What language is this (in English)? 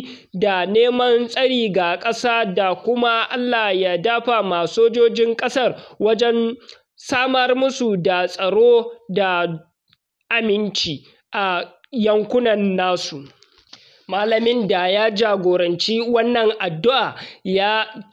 Hausa